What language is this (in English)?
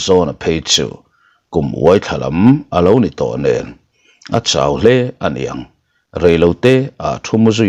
Mizo